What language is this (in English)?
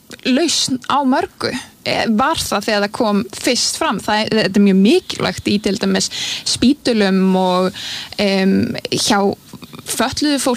Icelandic